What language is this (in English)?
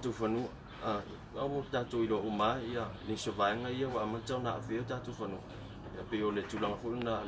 Samoan